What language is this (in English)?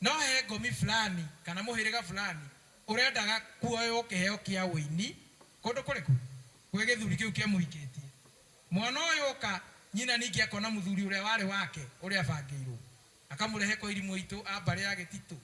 Kikuyu